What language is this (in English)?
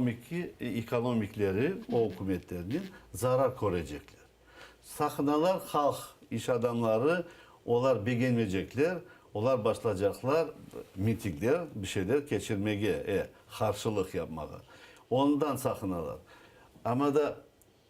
Crimean Tatar